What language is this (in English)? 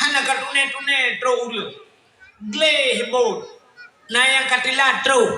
Achinese